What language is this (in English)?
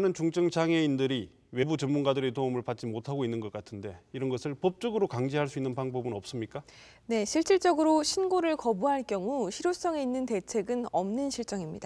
Korean